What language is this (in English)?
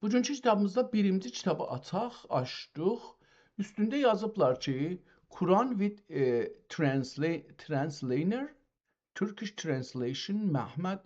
South Azerbaijani